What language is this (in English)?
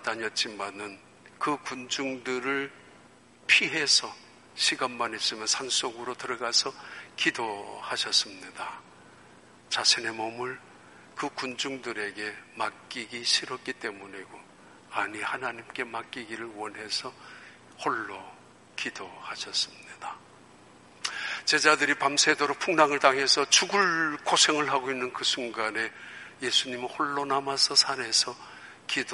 Korean